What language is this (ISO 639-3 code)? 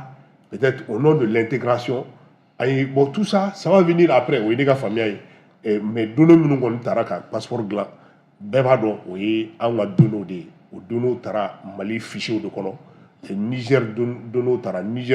bam